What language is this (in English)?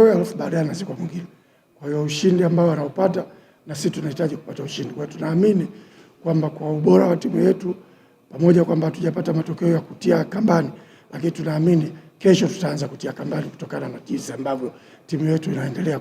Swahili